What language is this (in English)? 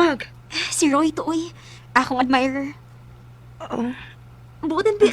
Cebuano